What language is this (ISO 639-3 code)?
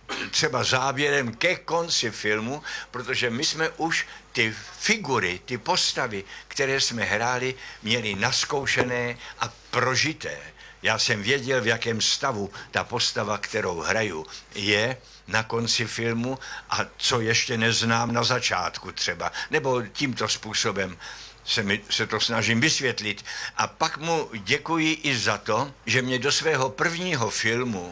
ces